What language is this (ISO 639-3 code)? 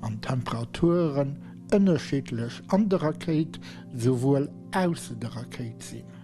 ltz